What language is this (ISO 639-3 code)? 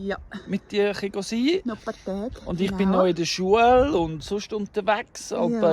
gsw